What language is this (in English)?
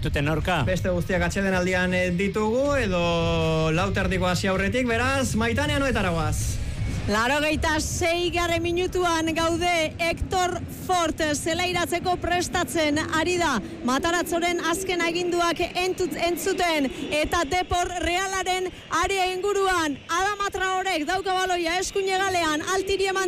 Basque